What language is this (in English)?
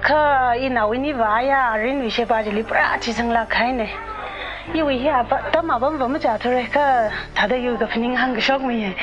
Tangkhul Naga (India)